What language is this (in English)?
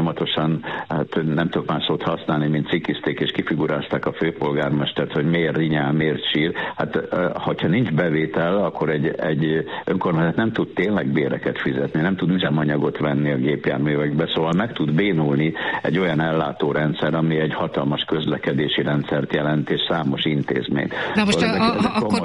Hungarian